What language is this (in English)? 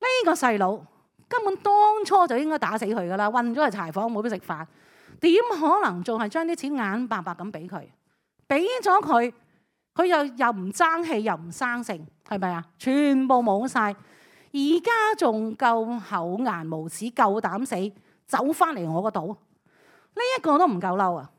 Cantonese